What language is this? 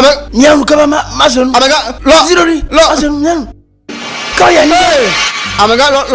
Ewe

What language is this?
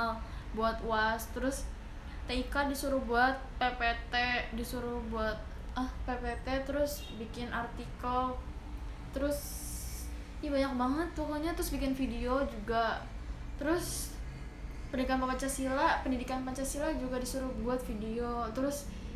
Indonesian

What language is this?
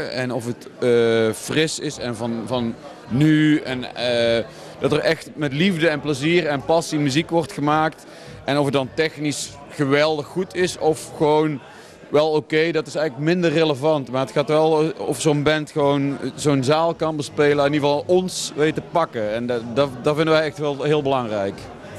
Dutch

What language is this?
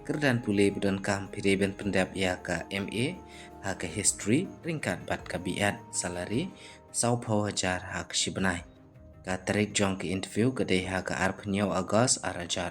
Khasi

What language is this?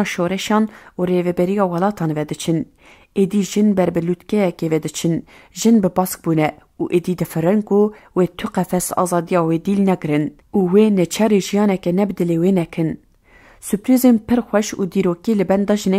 Kurdish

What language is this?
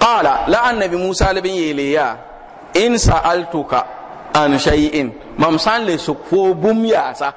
Mossi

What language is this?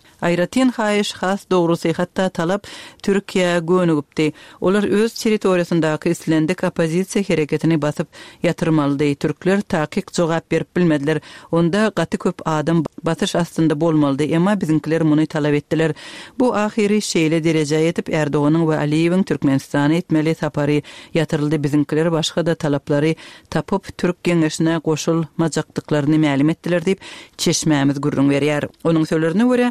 Turkmen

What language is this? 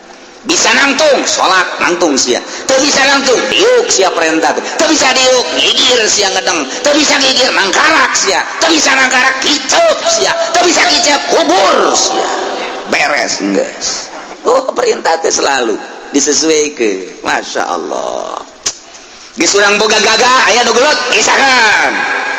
Sundanese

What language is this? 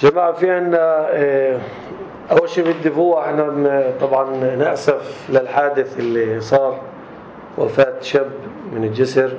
North Levantine Arabic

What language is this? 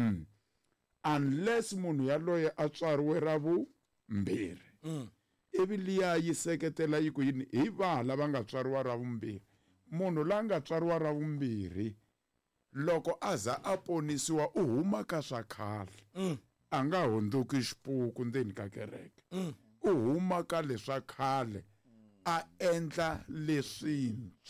Tsonga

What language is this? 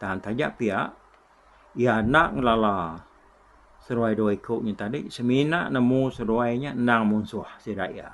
Iban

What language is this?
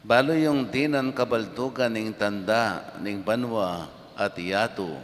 Pampanga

